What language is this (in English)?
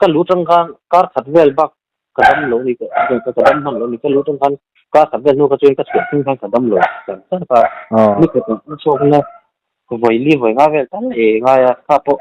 Mizo